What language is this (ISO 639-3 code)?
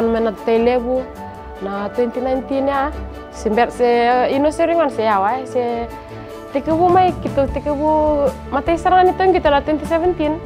fij